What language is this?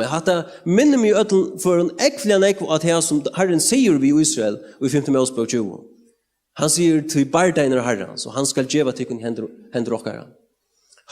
Faroese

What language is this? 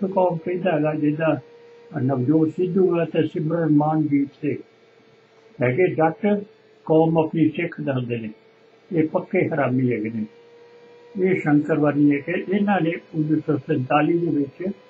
Punjabi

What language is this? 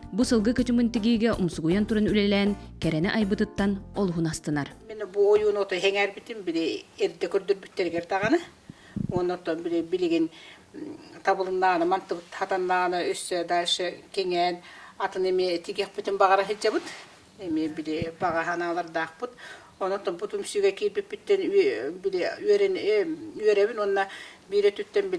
Yakut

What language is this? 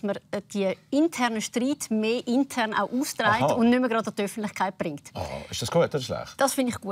Swiss German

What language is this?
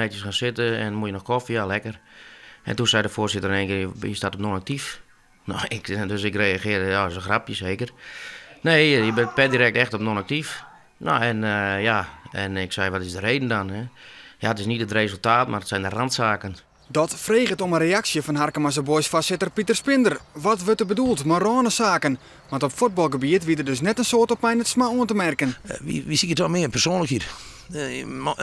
Western Frisian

